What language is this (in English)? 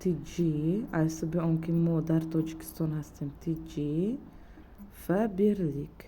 Tajik